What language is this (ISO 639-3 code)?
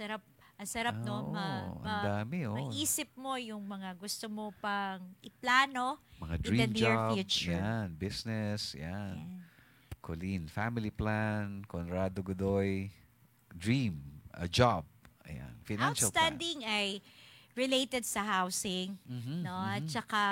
fil